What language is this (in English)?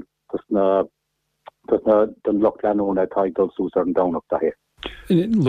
Irish